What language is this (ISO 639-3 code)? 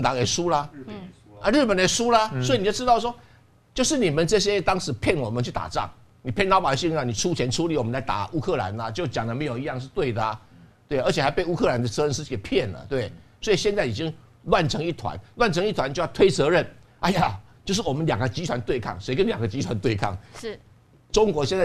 zho